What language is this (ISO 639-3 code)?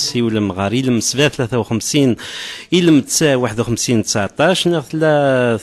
kab